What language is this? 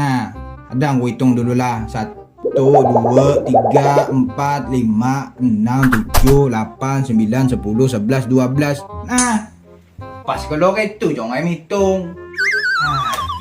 Banjar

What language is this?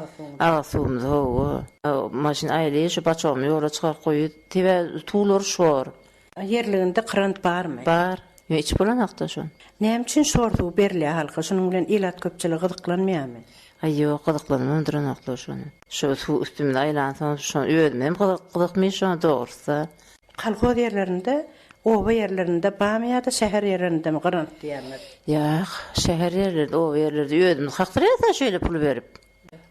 Turkmen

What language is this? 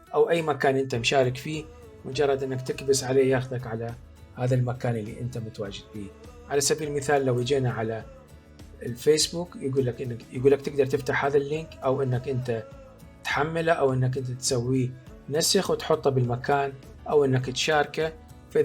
Mesopotamian Arabic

